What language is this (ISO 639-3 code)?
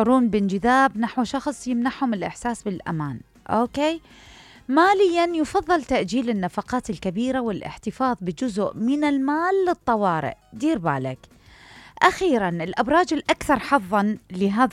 acm